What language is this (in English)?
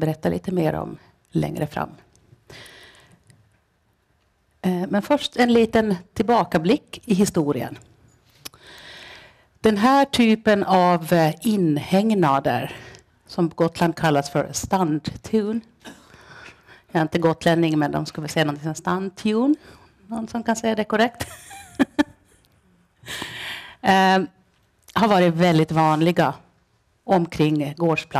Swedish